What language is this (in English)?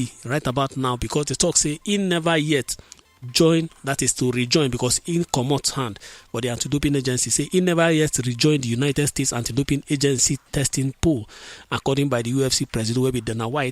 Nigerian Pidgin